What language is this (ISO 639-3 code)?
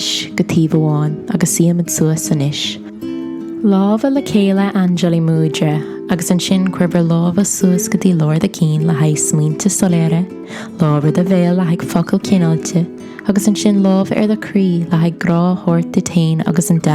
gle